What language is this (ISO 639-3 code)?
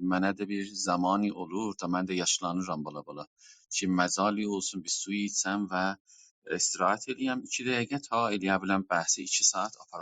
azb